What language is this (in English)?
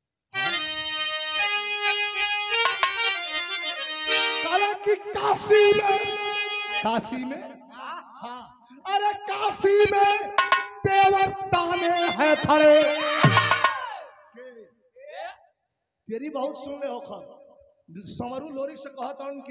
Bhojpuri